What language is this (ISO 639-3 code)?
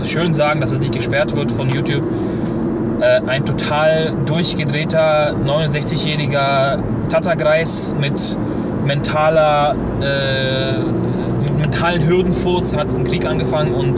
deu